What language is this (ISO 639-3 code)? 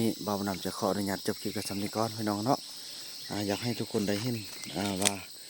lao